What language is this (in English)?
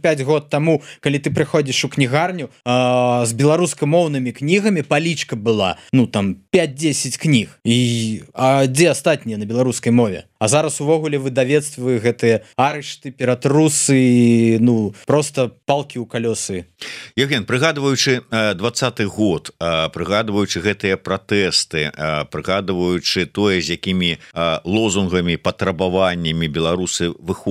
Belarusian